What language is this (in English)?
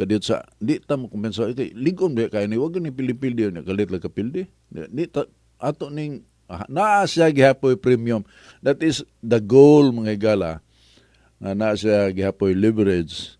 Cebuano